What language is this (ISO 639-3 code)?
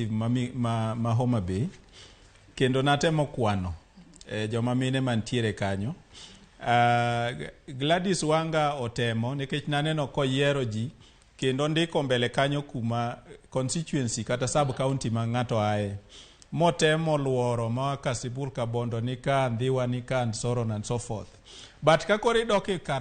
luo